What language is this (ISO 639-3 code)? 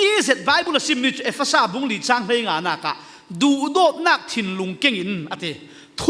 cfm